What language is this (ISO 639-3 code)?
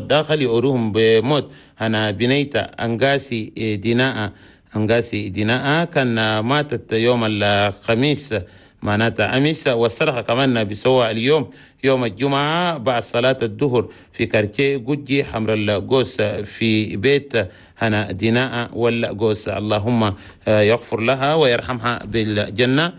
shu